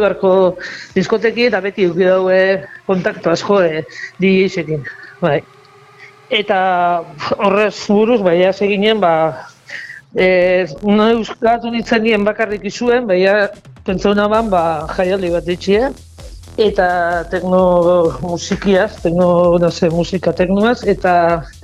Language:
Basque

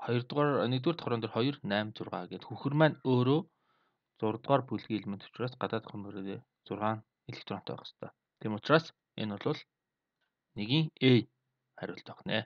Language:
Mongolian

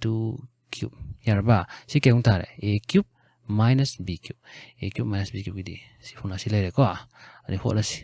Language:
Manipuri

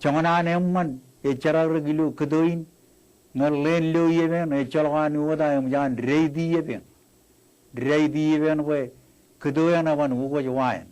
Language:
Marshallese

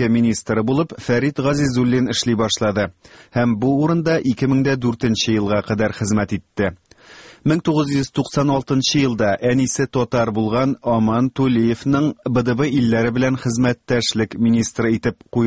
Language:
Tatar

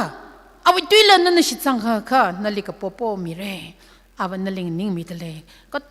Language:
Tangkhul Naga (India)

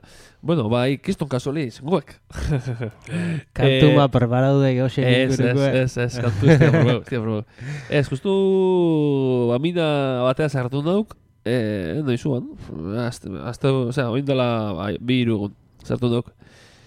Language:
Basque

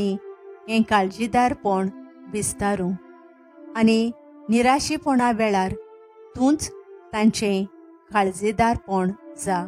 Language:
Konkani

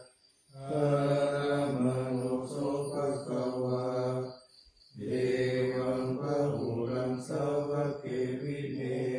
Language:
Pali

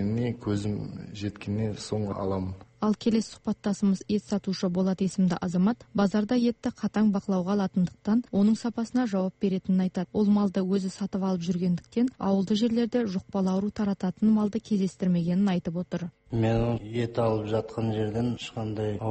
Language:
Kazakh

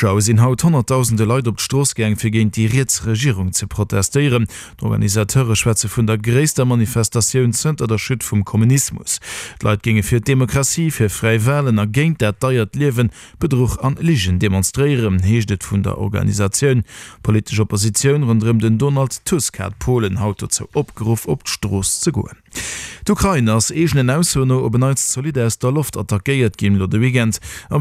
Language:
Luxembourgish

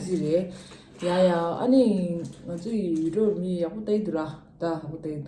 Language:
Tibetan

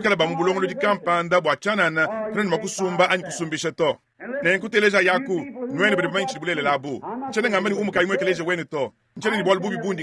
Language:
Luba-Lulua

